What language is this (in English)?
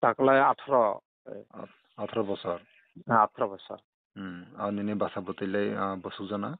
Kok Borok